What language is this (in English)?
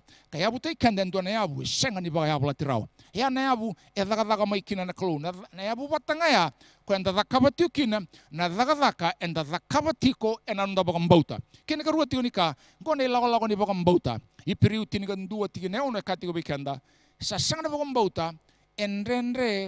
Fijian